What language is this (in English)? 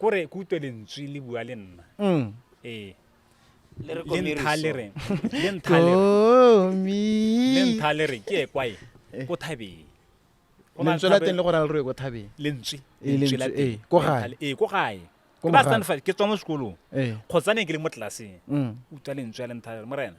Tswana